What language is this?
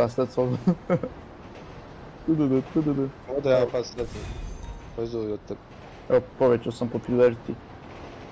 Croatian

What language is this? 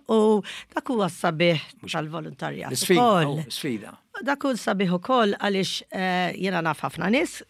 Maltese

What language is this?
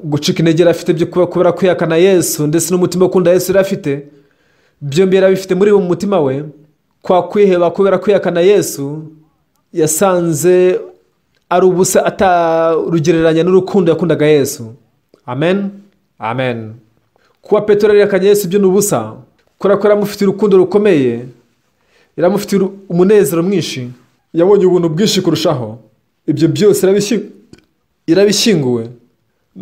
Kinyarwanda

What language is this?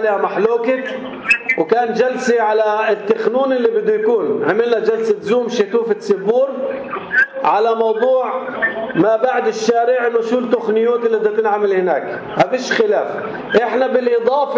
North Levantine Arabic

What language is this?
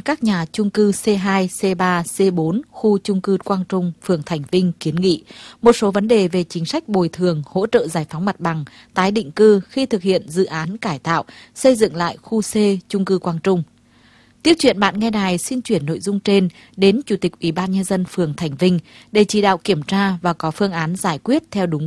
Vietnamese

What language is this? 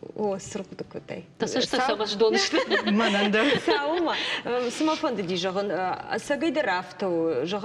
Ossetic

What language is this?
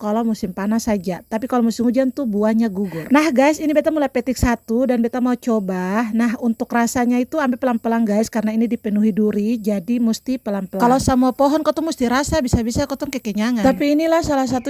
Ambonese Malay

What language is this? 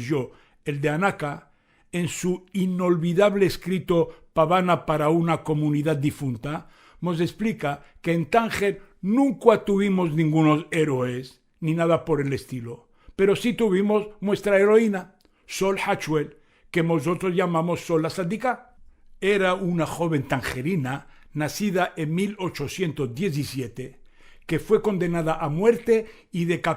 Ladino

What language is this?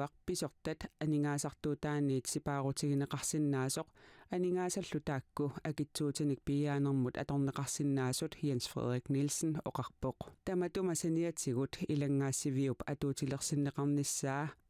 Kalaallisut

